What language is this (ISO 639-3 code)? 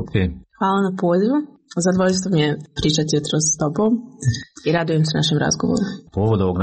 hrv